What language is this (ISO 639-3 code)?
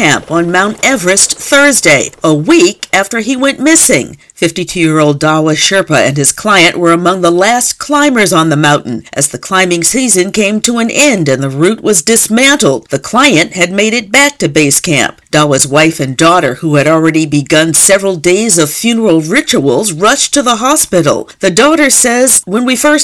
eng